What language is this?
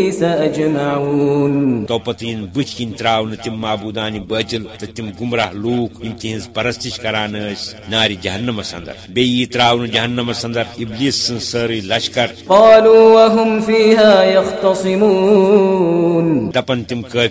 Kashmiri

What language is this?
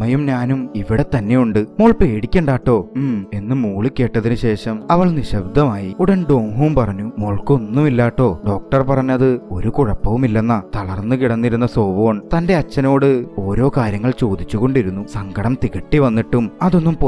Malayalam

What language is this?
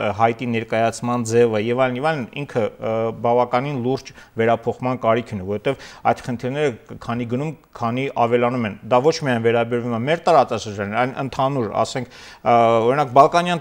Armenian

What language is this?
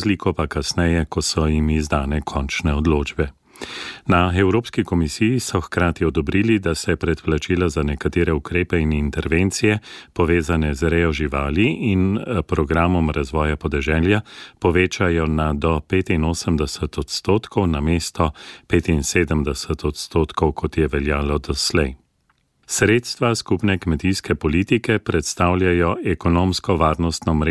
Slovenian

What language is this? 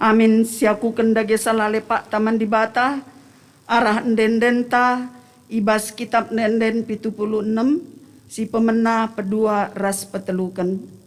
Batak Karo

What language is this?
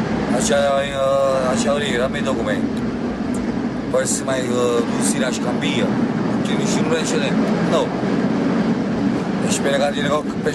Italian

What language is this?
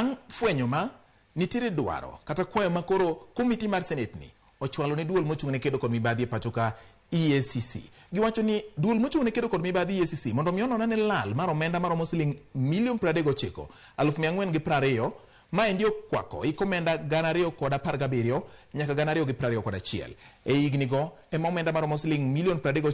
Luo (Kenya and Tanzania)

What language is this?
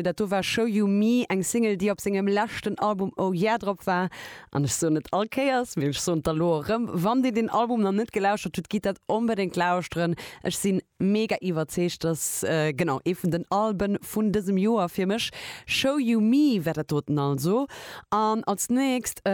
Luxembourgish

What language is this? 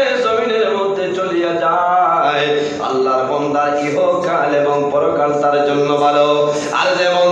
Sylheti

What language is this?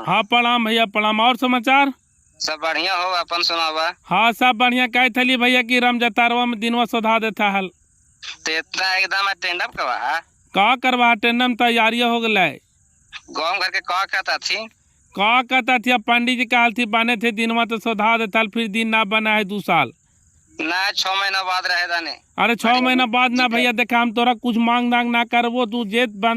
Magahi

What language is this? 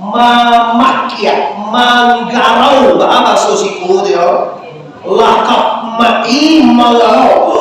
Minangkabau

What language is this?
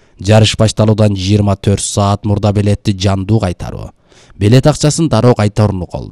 Kyrgyz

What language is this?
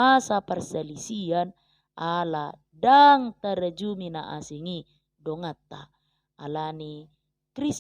Batak Toba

